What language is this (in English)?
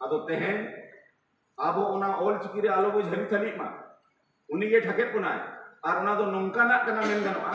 Santali